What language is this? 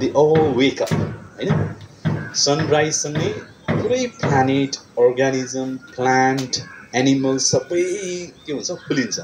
Nepali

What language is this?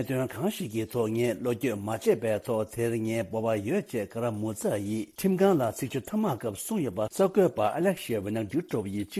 Tibetan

